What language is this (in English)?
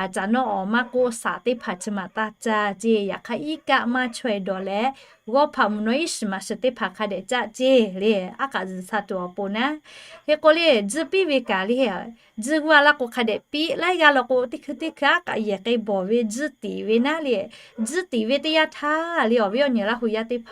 Lahu